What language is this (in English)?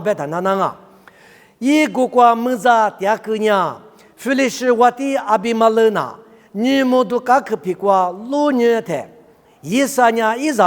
Lisu